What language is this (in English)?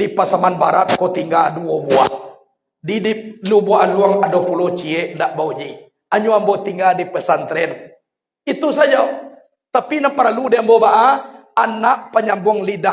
Minangkabau